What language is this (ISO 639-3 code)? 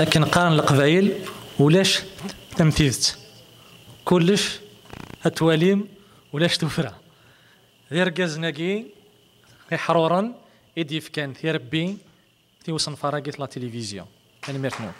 kab